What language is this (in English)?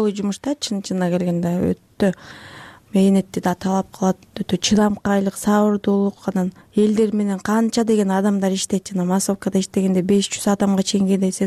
Kyrgyz